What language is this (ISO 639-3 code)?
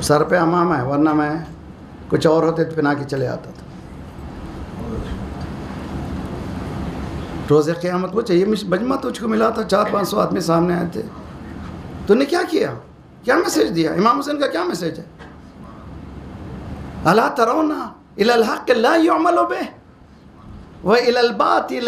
urd